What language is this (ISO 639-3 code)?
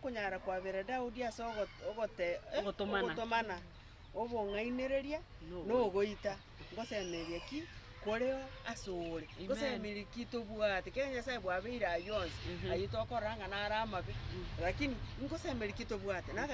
guz